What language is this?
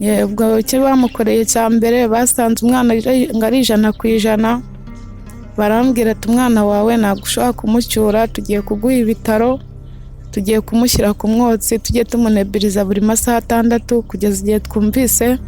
Kinyarwanda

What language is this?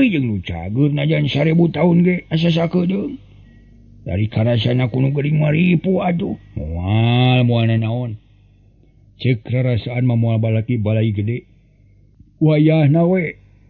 Sundanese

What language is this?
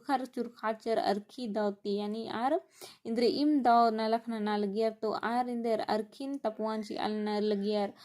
Kurukh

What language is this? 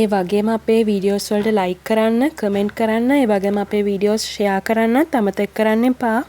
Sinhala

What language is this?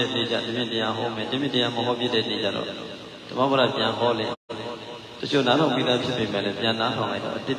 Burmese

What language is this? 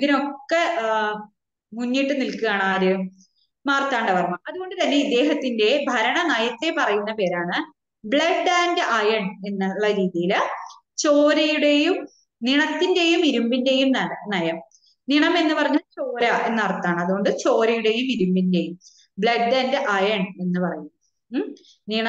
Malayalam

